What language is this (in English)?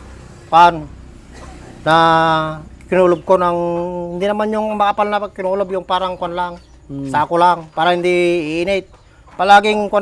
Filipino